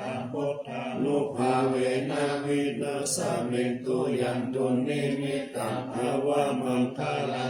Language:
Pali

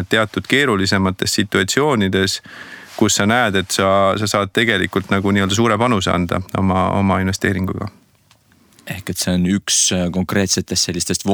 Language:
Estonian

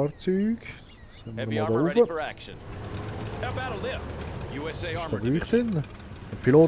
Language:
Swiss German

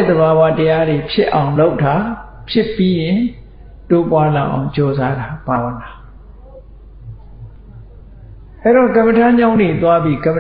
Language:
Burmese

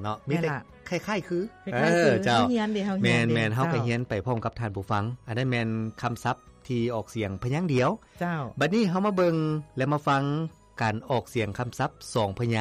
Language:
Lao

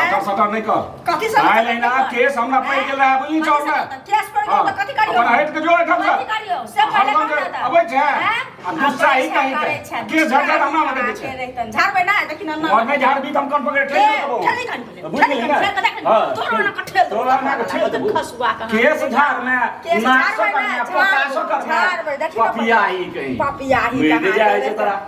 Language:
Maithili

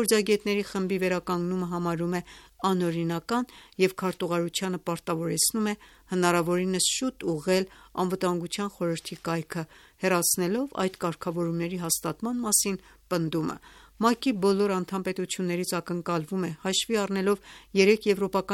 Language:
Armenian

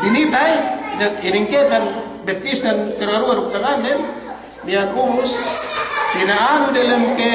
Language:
Yakan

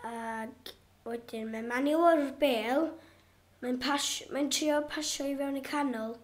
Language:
Welsh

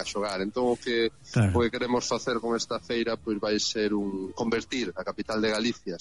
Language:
Galician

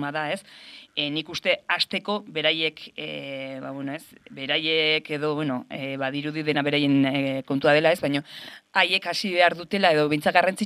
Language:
Basque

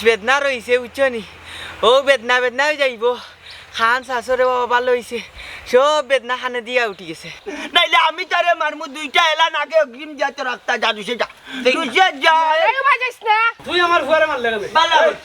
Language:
Sylheti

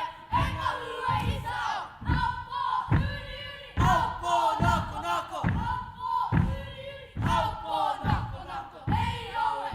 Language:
Māori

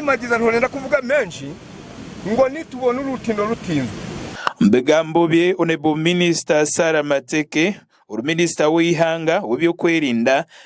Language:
Nyankole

